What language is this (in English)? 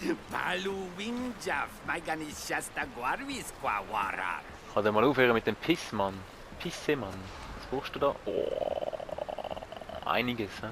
Swiss German